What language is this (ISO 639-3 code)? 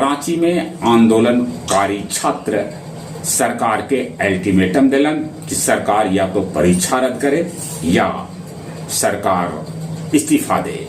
mag